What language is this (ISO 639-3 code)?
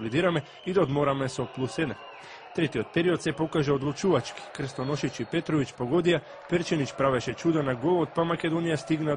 mkd